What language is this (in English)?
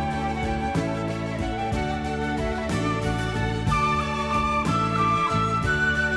Romanian